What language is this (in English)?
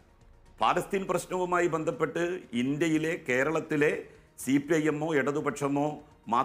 Malayalam